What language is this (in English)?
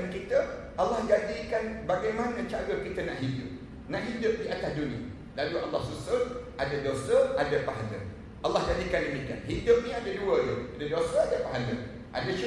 Malay